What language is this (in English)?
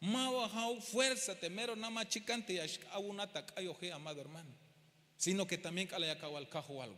Tzeltal